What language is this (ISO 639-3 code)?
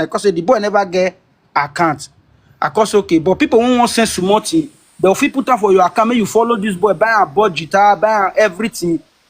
pcm